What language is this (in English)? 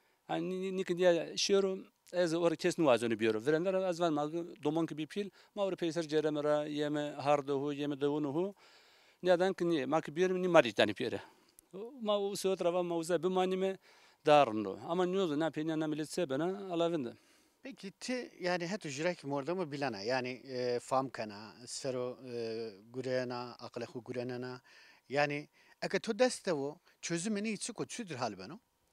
Zaza